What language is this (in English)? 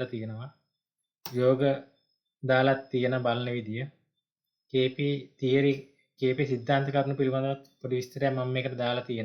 Sinhala